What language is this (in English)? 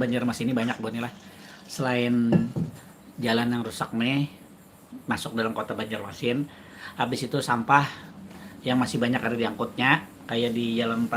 Banjar